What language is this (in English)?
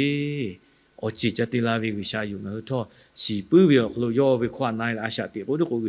Lahu